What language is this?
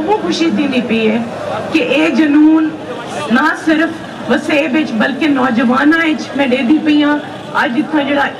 Saraiki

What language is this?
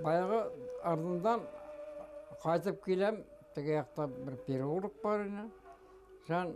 Bashkir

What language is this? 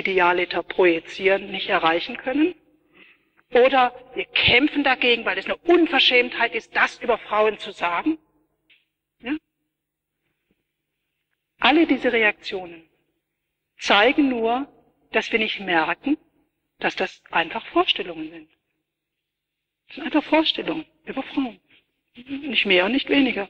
German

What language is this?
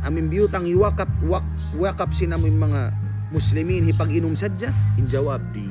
Tausug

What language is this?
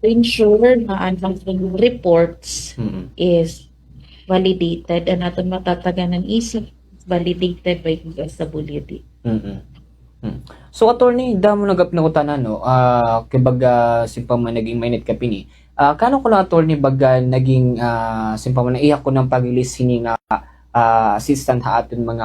Waray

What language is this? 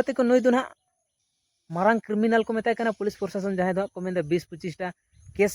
Santali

